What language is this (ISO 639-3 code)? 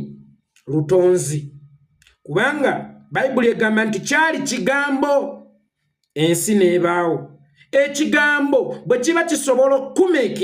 lug